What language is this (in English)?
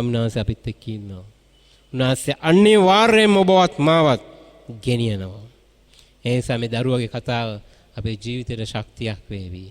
Sinhala